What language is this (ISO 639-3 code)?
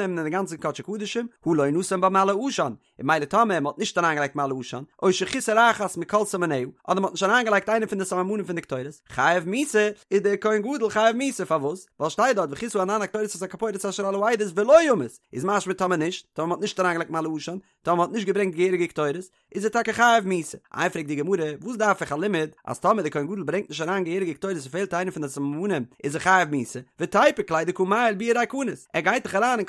yid